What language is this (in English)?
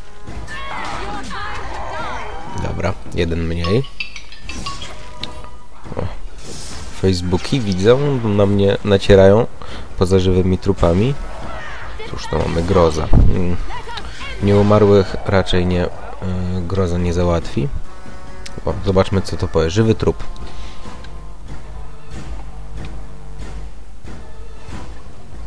Polish